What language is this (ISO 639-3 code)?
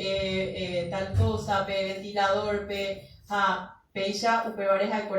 grn